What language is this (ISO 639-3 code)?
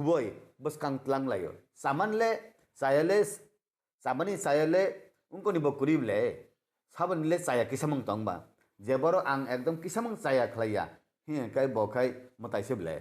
trp